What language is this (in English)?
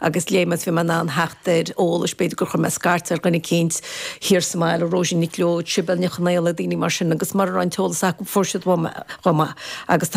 Irish